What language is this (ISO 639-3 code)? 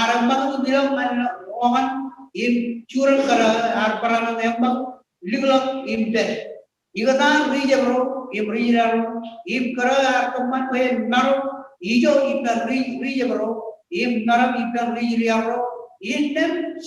mah